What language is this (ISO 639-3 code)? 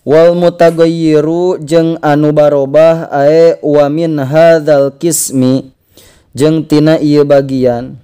sun